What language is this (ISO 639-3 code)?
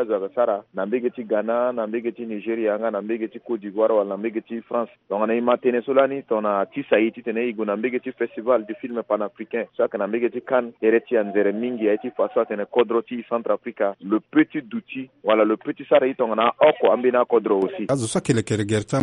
sag